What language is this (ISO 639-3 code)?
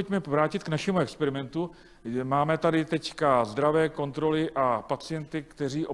ces